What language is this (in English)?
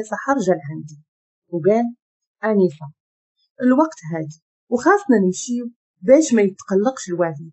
Moroccan Arabic